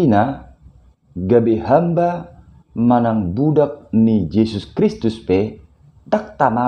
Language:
Batak Toba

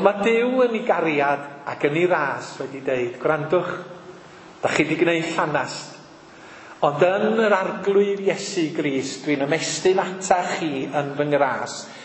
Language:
Welsh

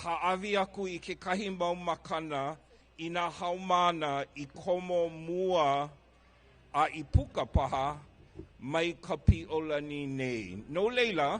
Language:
Hawaiian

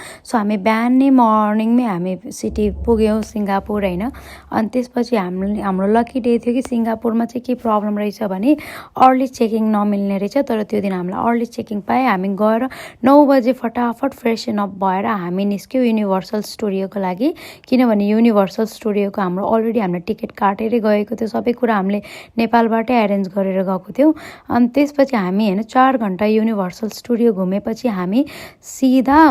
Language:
Nepali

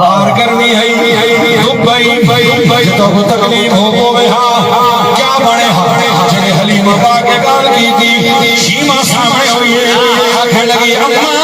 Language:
Saraiki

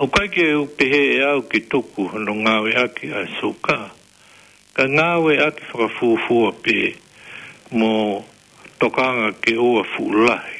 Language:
Tongan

